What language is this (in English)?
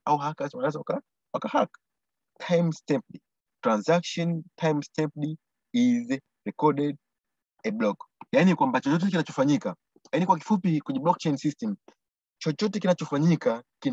Swahili